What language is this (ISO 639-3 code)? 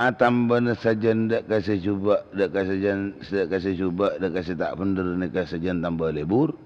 mad